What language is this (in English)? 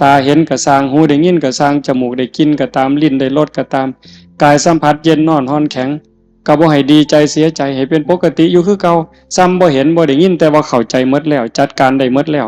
Northeastern Thai